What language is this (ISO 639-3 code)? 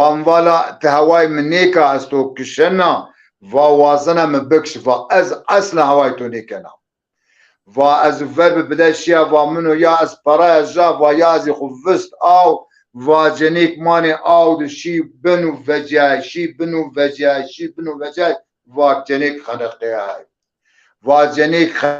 zza